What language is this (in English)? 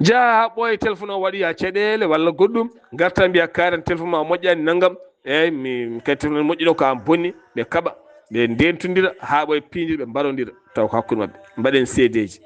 Fula